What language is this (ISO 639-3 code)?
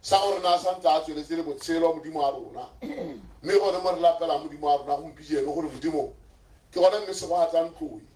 tsn